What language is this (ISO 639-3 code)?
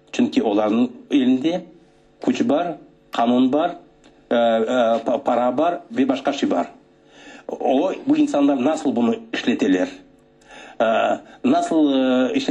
crh